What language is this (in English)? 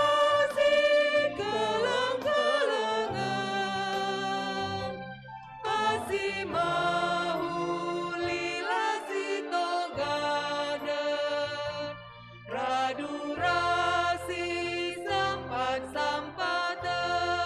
Batak Karo